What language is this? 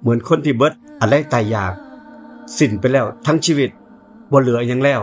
Northeastern Thai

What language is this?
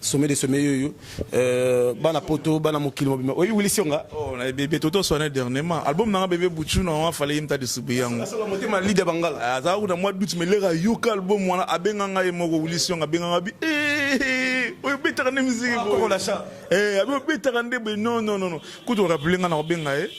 Lingala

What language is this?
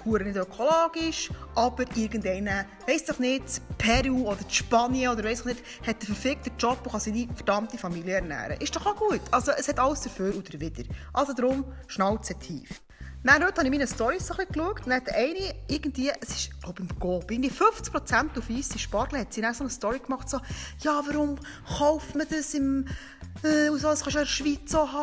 Swiss German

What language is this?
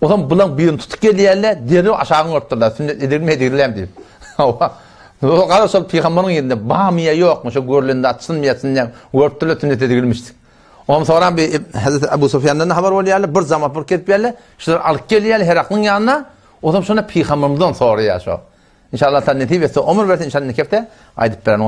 Turkmen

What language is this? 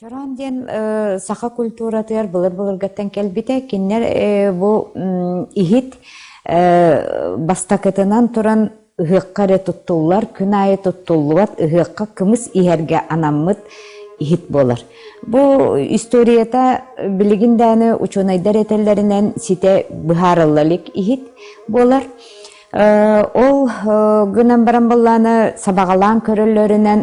Yakut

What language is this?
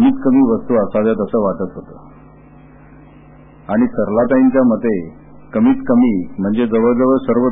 Marathi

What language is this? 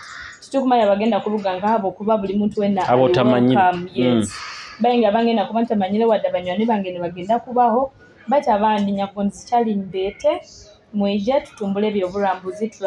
Nyoro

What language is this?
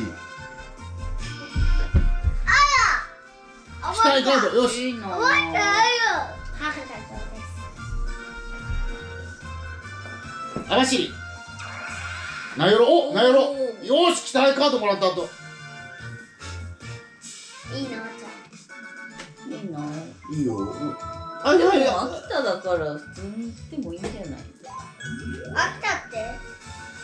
Japanese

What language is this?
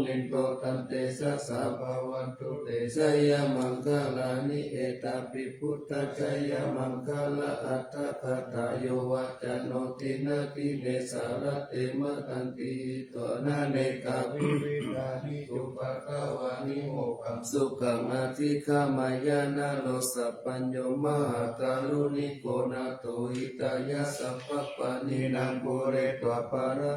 Pali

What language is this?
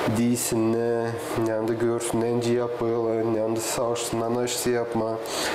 Gagauz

